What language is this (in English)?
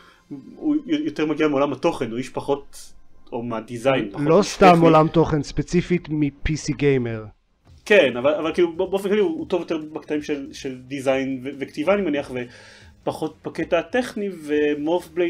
Hebrew